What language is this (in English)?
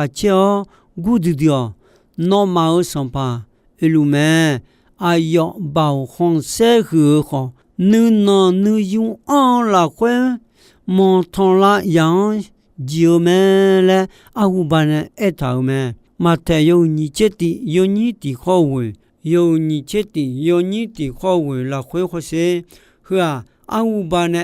Akha